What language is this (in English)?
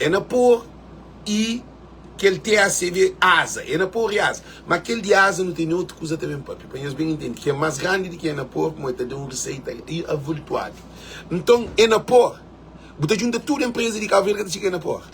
Kabuverdianu